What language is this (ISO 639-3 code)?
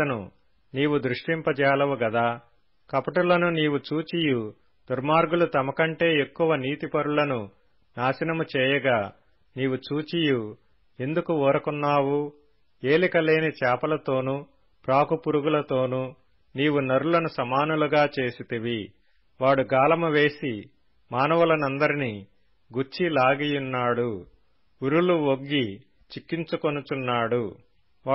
tel